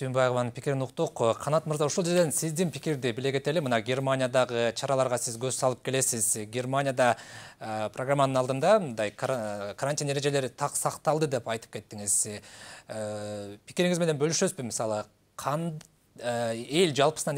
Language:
Kyrgyz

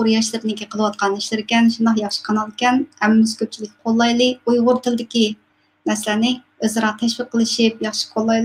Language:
Uyghur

